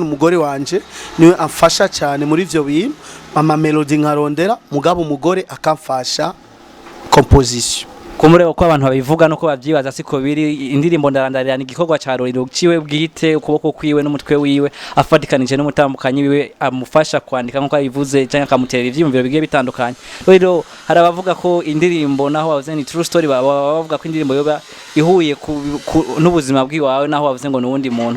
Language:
Rundi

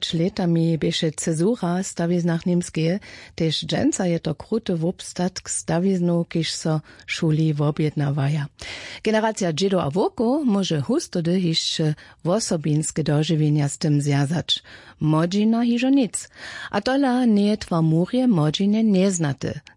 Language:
Upper Sorbian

